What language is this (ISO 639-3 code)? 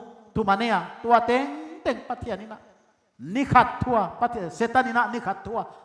pck